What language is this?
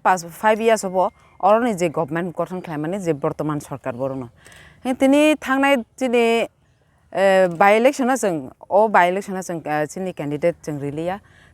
Kok Borok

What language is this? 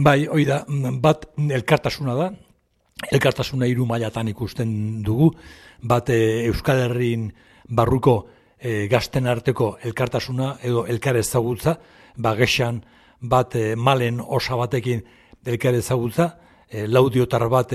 Basque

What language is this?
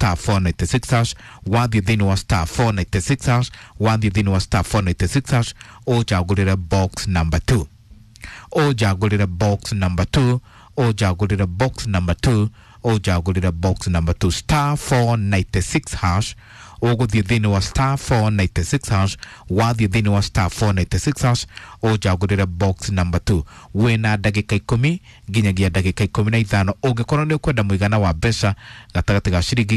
Kikuyu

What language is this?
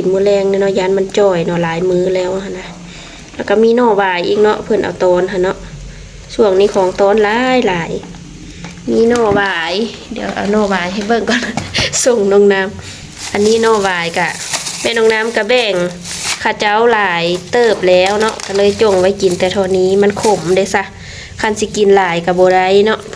Lao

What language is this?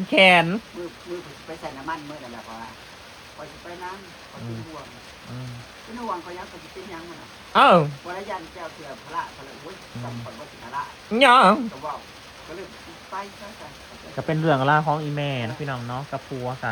Northeastern Thai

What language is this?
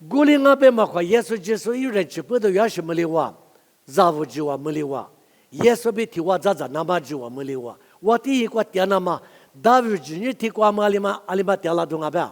Lisu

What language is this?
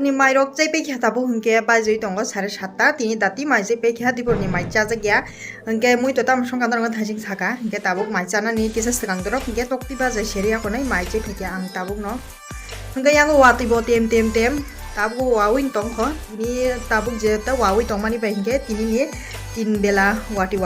Kok Borok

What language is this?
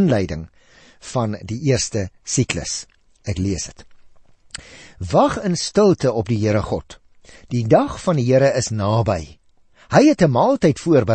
Afrikaans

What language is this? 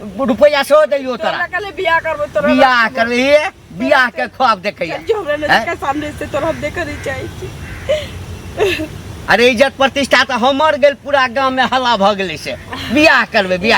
Maithili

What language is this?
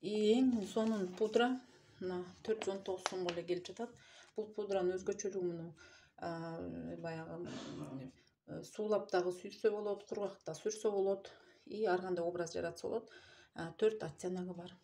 Kyrgyz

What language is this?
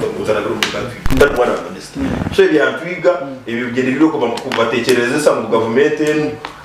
Nyankole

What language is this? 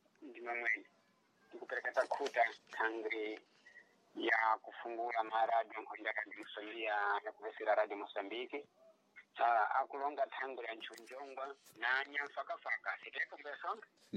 Sena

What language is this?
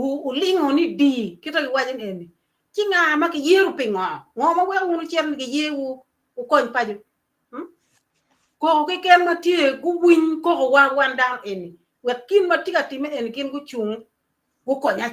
Acoli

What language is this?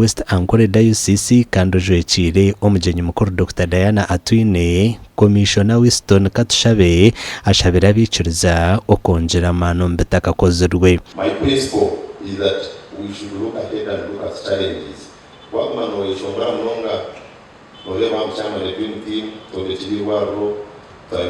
Nyankole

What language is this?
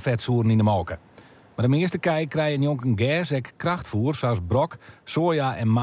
Western Frisian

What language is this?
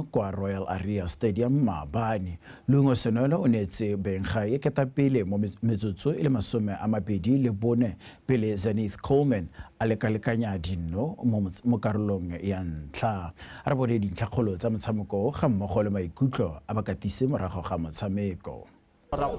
Tswana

